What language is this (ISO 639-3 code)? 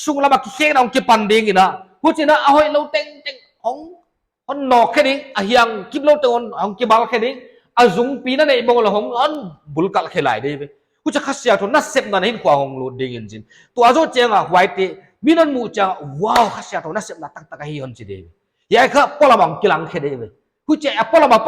pck